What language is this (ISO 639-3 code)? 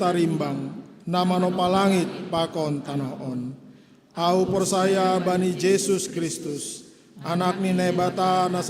bts